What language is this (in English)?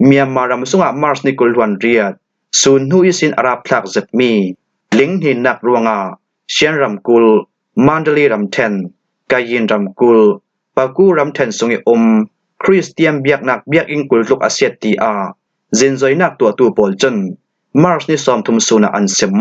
Falam Chin